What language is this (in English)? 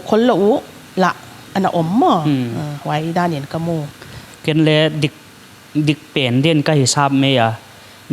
Paite Chin